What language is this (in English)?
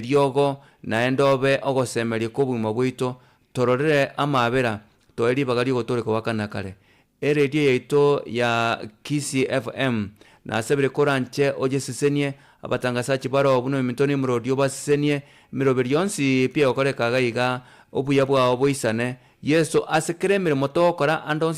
Gusii